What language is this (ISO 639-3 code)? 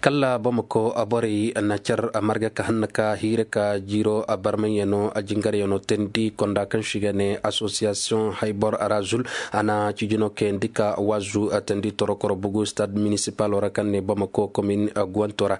ses